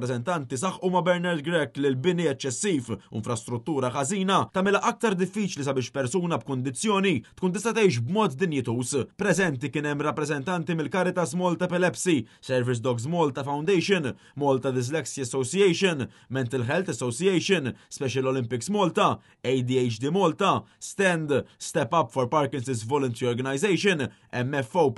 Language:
Maltese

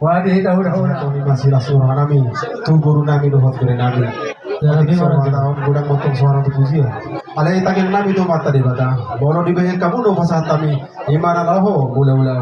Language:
Batak Toba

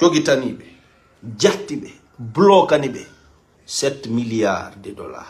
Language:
Fula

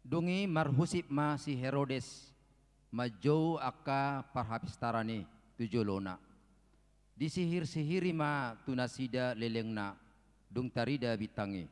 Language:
Batak Toba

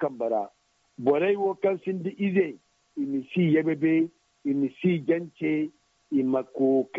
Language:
Zarma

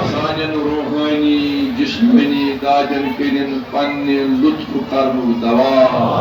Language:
Kashmiri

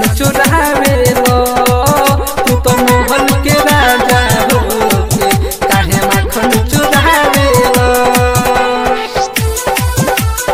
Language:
Bhojpuri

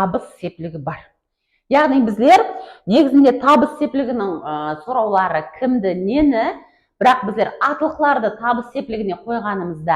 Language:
Kara-Kalpak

